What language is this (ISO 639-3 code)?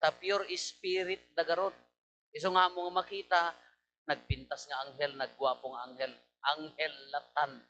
ilo